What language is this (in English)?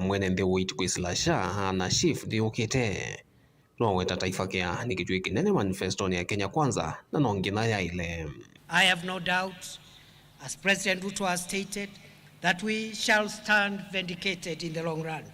Kamba